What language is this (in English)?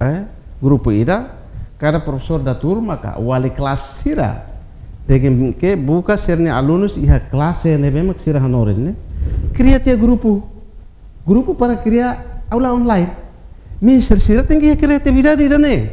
Tetum